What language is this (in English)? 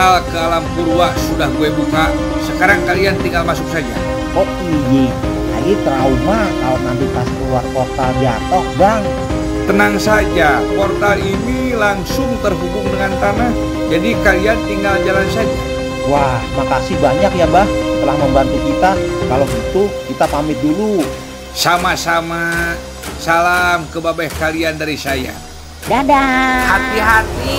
Betawi